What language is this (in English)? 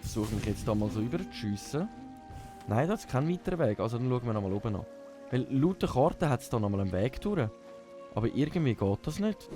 Swiss German